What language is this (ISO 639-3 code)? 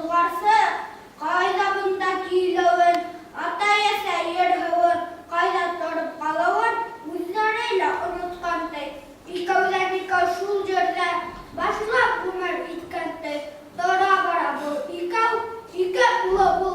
bak